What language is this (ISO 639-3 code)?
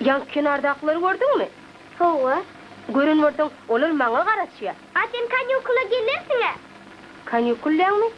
tuk